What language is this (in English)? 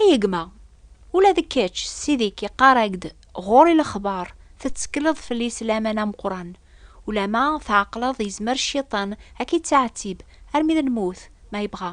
Kabyle